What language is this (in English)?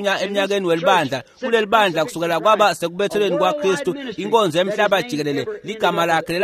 Swati